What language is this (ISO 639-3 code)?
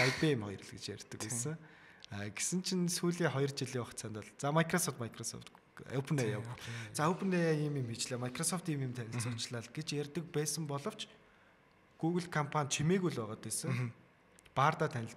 mon